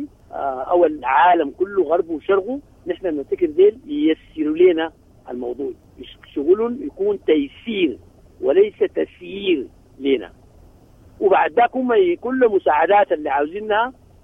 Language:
Sudanese Arabic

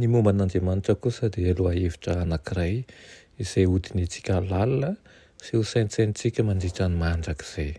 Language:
Malagasy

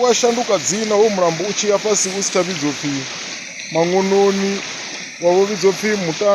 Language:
Venda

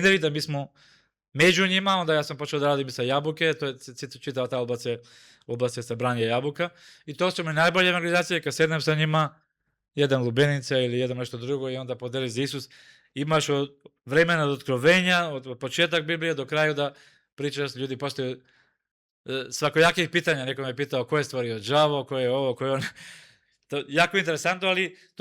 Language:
Macedonian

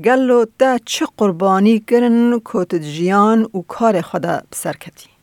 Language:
Kurdish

